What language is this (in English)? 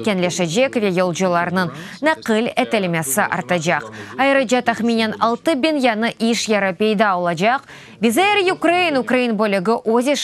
Crimean Tatar